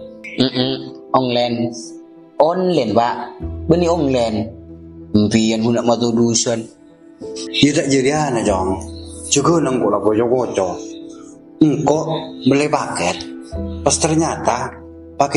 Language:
Madurese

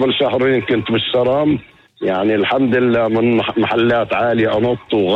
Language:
North Levantine Arabic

